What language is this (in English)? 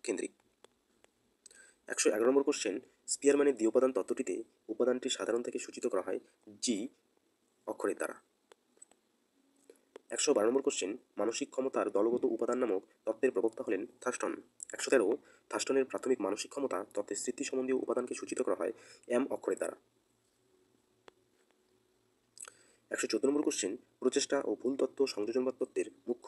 Bangla